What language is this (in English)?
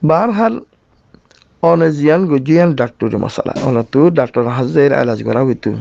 Rohingya